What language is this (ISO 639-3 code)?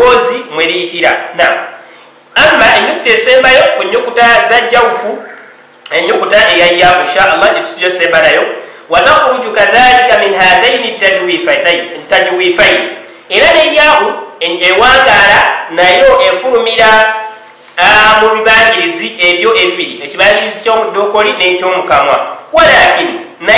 lug